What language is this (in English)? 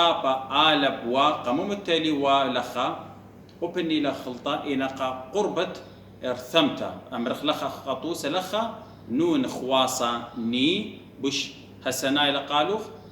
Assyrian Neo-Aramaic